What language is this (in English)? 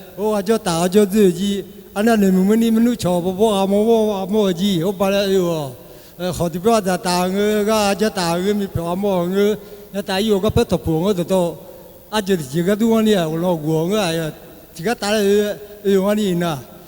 Akha